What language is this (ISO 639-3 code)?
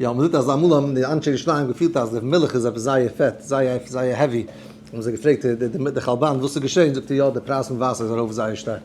yid